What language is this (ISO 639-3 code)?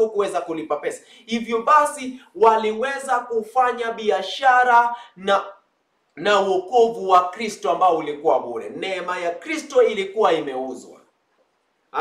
swa